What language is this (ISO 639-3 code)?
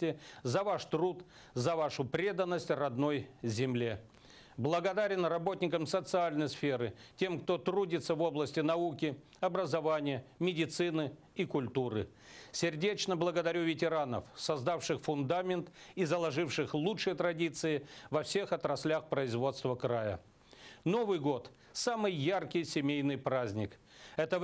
rus